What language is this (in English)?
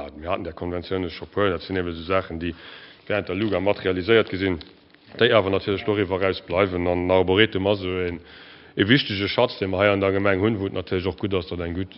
Luxembourgish